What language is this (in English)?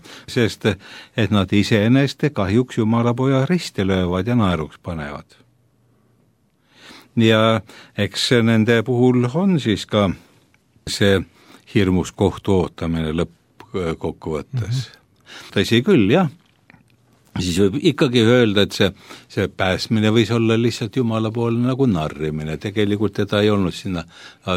Estonian